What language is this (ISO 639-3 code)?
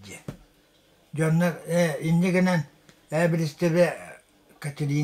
sah